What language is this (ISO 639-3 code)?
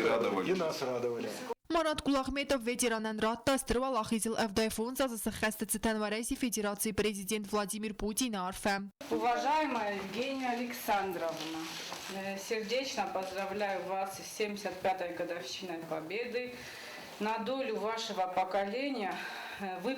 oss